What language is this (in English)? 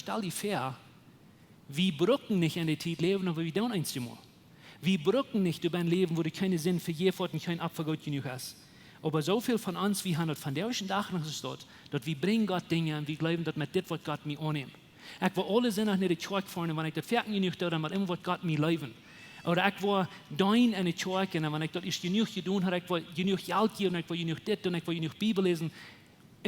Plautdietsch